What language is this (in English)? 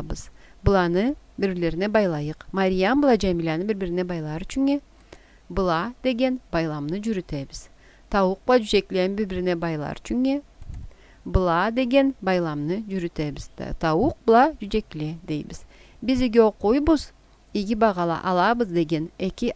Karachay-Balkar